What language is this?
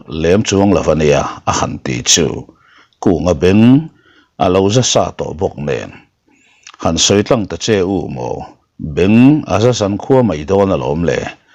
Mizo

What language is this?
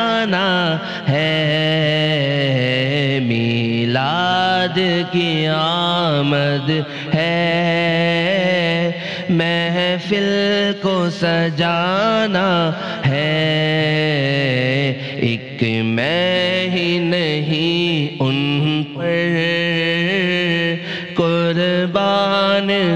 Urdu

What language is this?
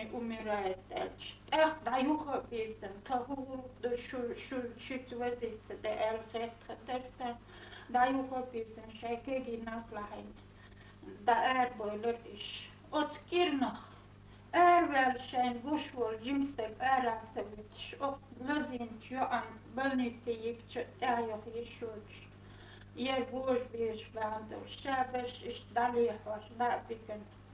Chechen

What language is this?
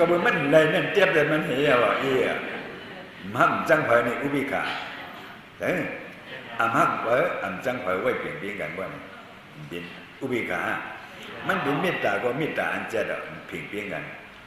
Shan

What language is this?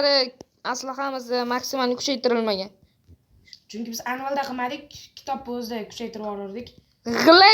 Uzbek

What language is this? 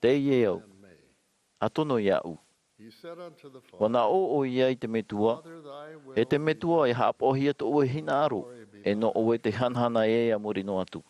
Tahitian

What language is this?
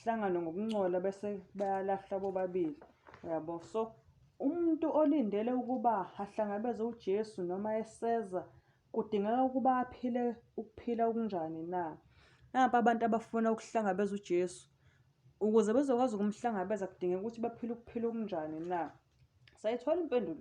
Zulu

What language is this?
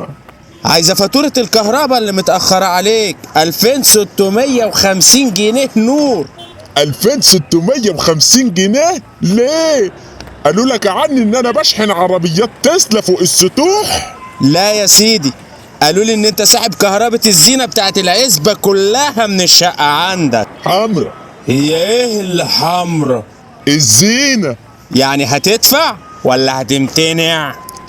Egyptian Arabic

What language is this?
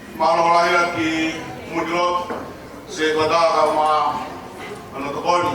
Tongan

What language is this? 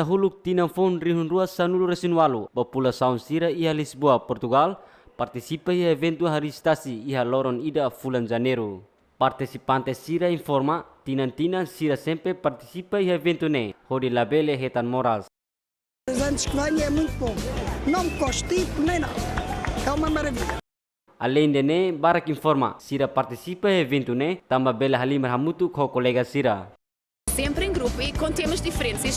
Tetum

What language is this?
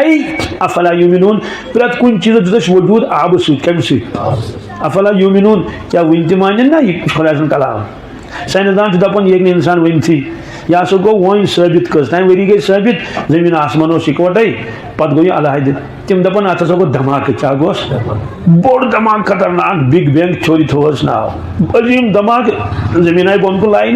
Kashmiri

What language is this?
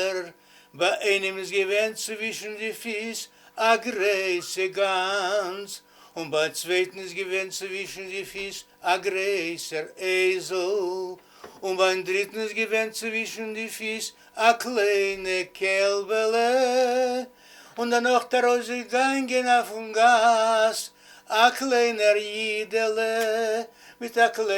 Yiddish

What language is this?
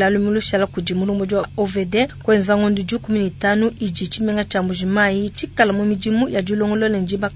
Luba-Lulua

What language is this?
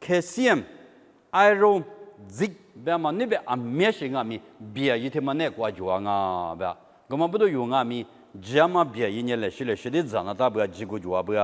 Lisu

